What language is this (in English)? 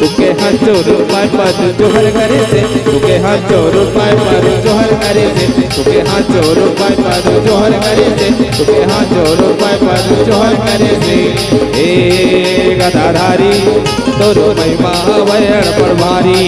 Chhattisgarhi